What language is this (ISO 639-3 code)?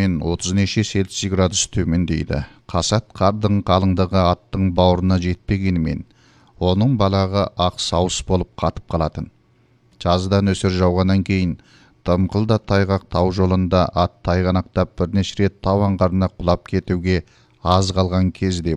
kaz